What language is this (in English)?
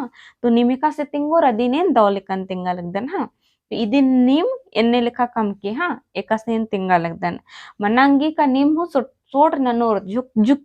Kurukh